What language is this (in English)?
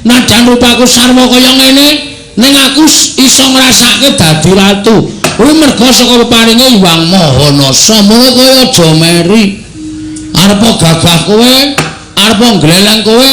Javanese